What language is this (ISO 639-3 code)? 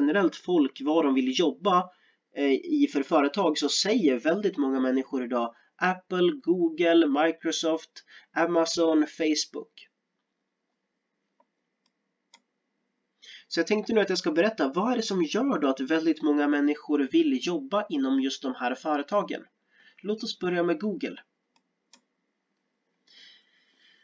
swe